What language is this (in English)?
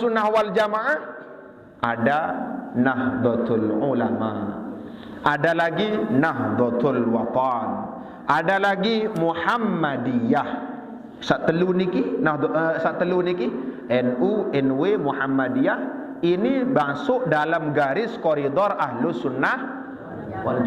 Sasak